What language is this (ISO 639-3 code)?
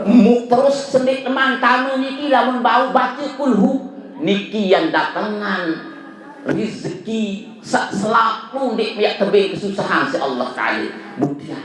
sas